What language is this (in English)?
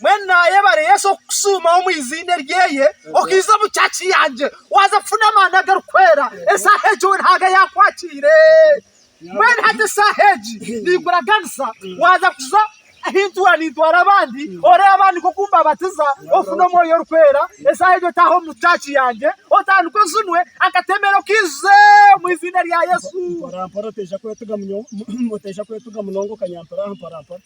Nyankole